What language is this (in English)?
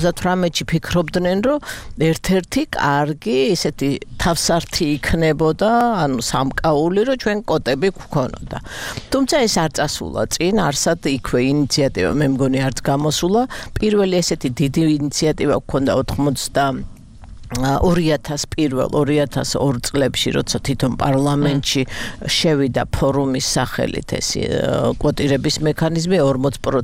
Georgian